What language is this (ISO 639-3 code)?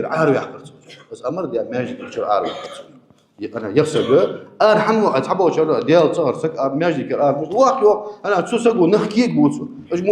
inh